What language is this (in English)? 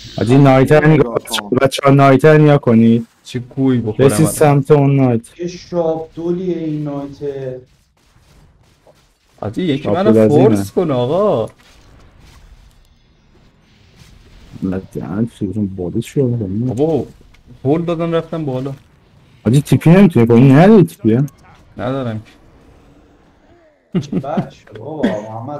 Persian